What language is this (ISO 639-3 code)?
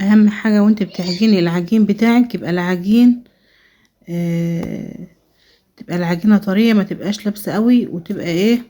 arz